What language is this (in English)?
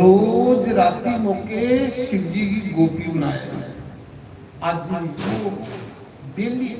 Dogri